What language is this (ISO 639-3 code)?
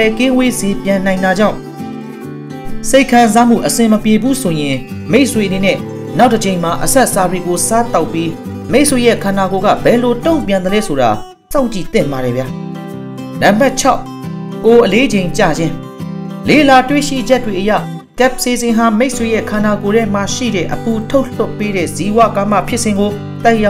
mya